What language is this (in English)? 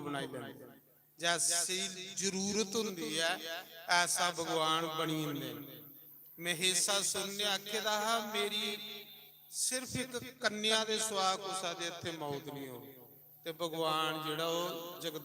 Dogri